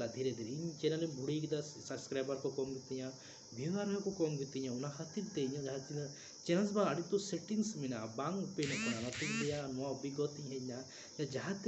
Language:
Santali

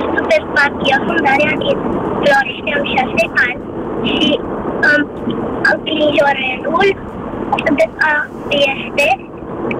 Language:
Romanian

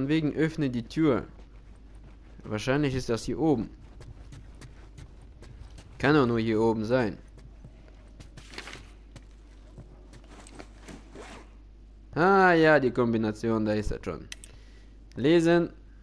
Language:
German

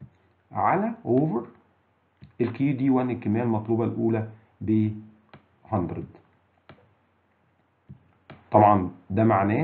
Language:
Egyptian Arabic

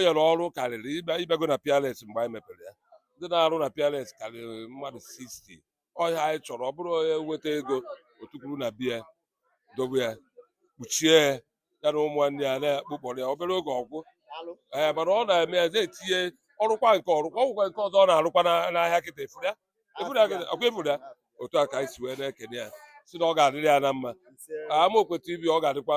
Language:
Igbo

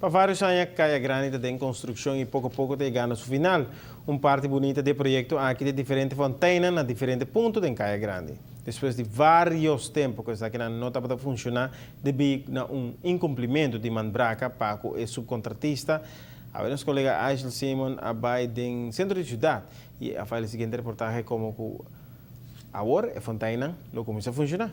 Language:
Papiamento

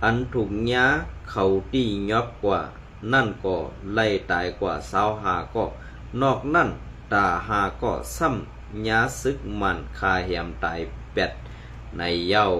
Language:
Shan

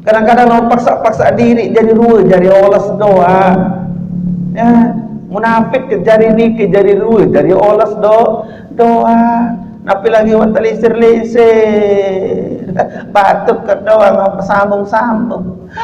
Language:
Sasak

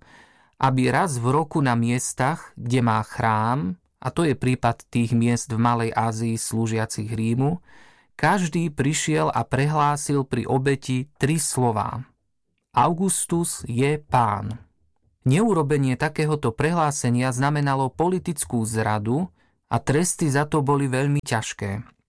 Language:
Slovak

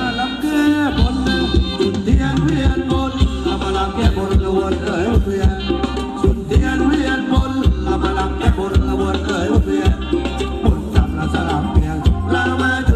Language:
Thai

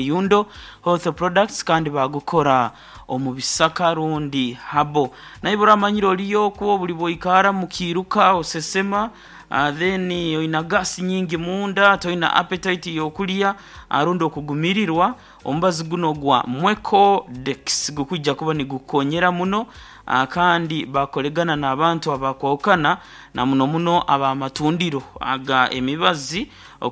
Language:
Nyankole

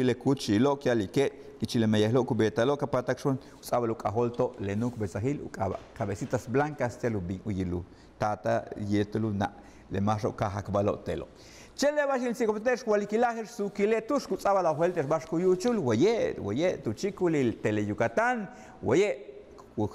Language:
Yucateco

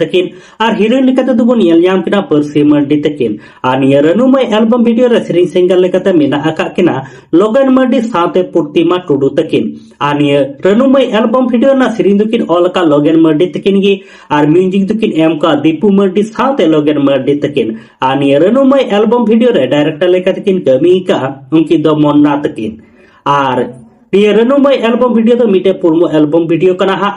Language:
Santali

